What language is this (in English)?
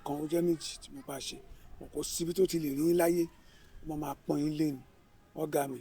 Yoruba